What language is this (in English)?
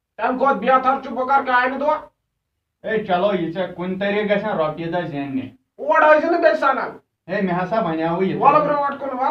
Kashmiri